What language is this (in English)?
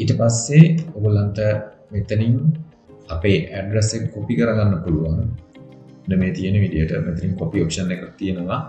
Sinhala